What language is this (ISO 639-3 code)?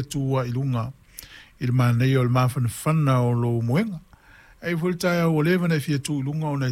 smo